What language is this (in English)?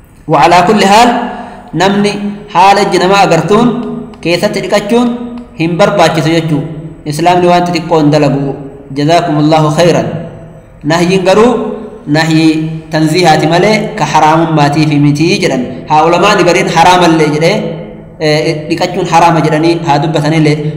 Oromo